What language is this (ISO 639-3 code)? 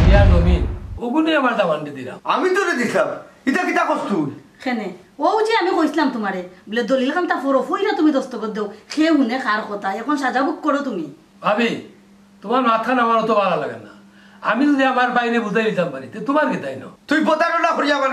syl